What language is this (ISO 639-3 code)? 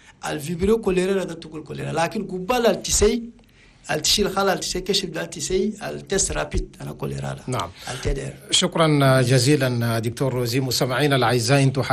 shu